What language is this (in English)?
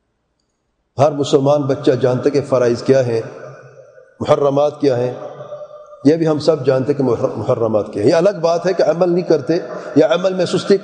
Urdu